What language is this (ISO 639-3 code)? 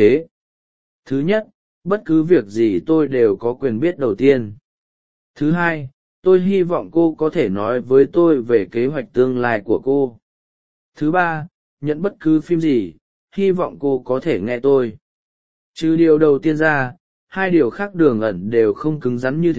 vie